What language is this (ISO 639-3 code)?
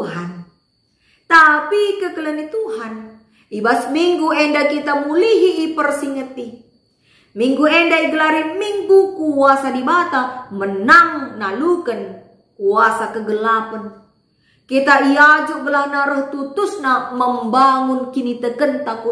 btx